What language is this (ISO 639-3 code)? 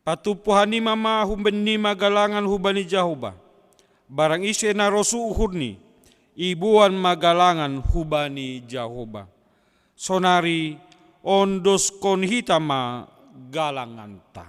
bts